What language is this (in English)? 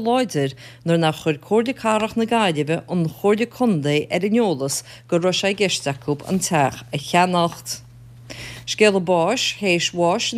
Irish